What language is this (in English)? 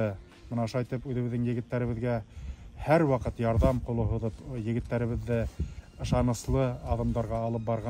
Bashkir